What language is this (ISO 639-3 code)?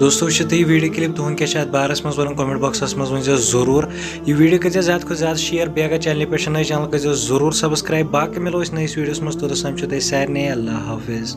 kas